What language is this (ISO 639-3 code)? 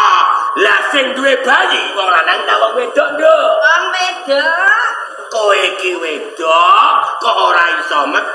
jav